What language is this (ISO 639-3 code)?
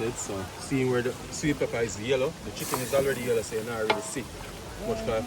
jam